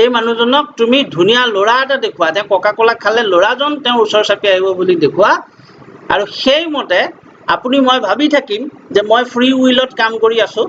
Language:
Assamese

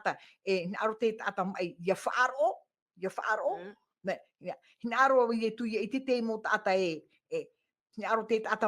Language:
Tahitian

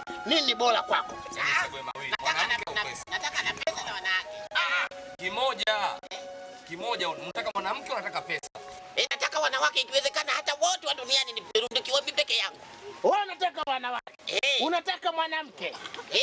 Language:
Swahili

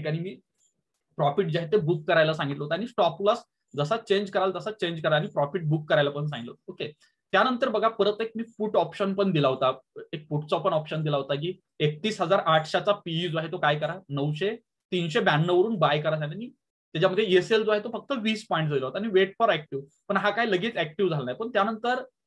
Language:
Marathi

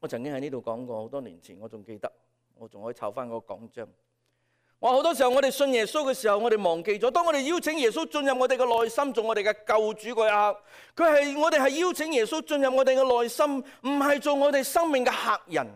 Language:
Cantonese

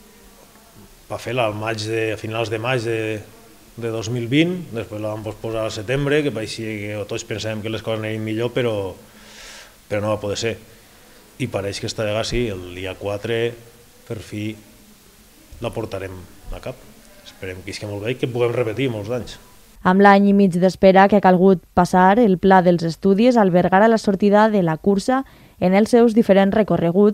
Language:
Catalan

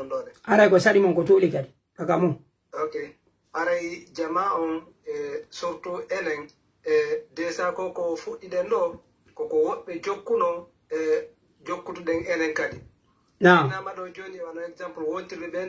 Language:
Pular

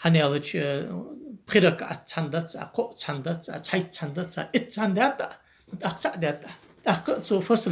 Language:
Ingush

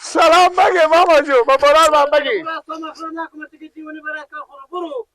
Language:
Persian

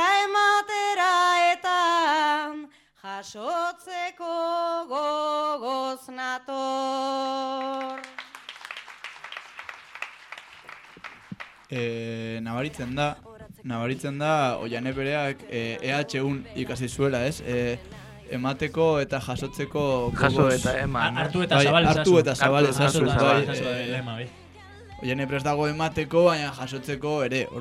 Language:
Basque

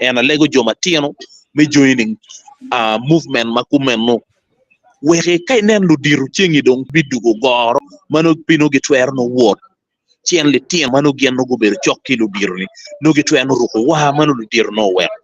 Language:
Acoli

